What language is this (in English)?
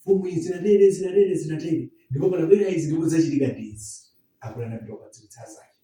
Nyanja